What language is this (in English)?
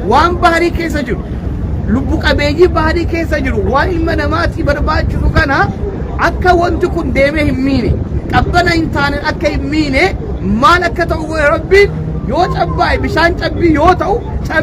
Oromo